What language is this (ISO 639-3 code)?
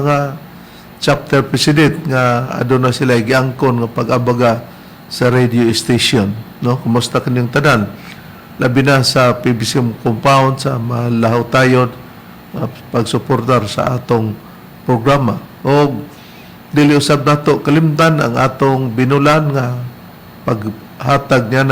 ceb